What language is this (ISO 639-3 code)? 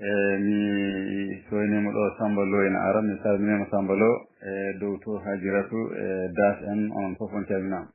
ful